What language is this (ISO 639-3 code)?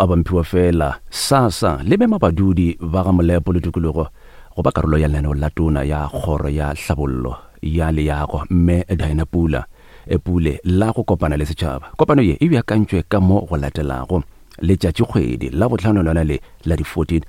nso